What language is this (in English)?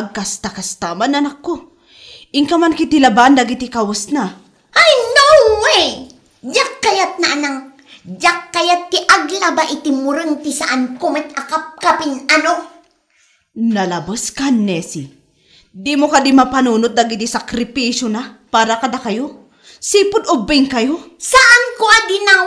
Iloko